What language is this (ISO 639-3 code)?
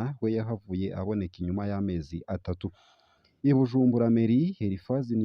run